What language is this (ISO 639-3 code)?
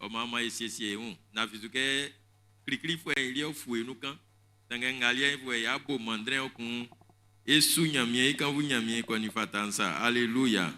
bci